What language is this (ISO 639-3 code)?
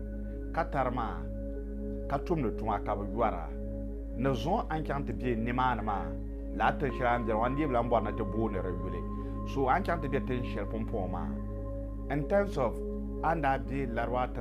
dag